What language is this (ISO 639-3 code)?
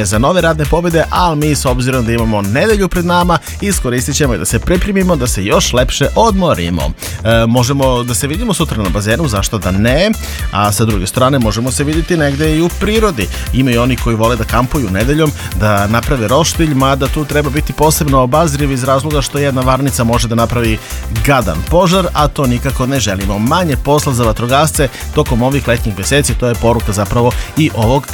srp